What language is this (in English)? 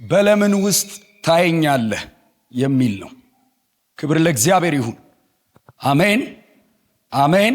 Amharic